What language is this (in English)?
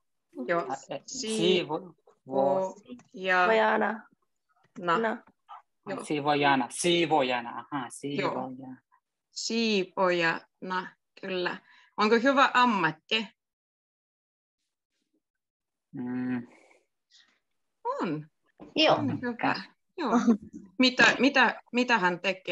Finnish